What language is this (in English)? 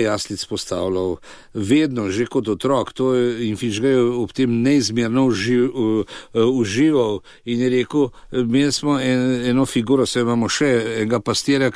Slovenian